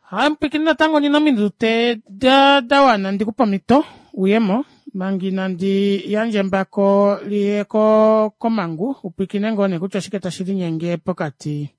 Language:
Kuanyama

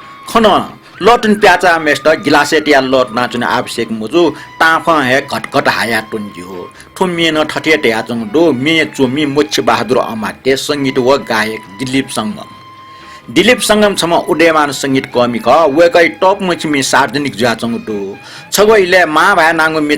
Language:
Newari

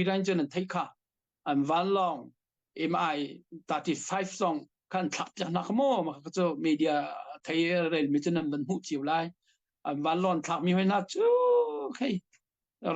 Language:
Hakha Chin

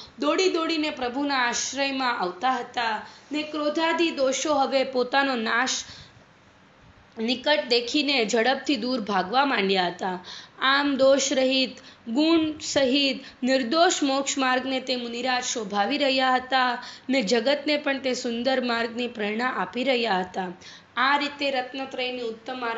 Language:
Gujarati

